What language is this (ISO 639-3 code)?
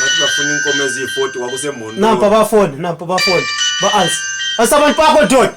zul